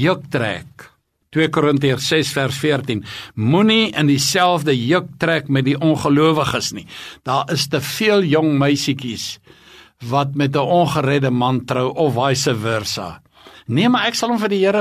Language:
Afrikaans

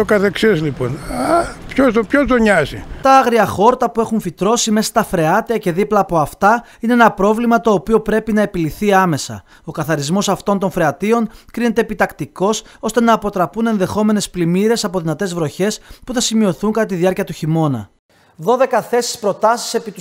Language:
Greek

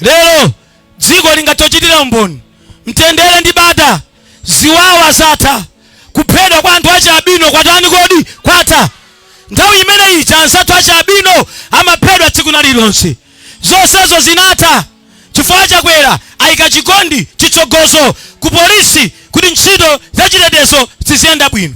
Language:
Nyanja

